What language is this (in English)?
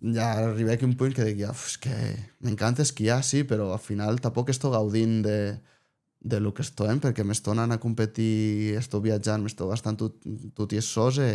Occitan